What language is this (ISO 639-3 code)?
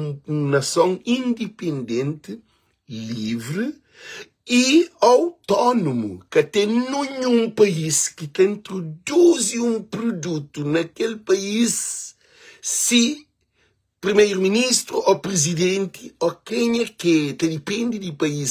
kea